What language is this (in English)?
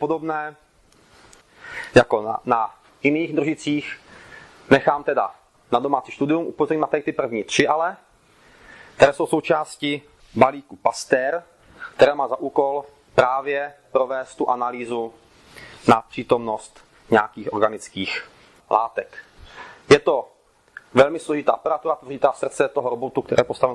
Czech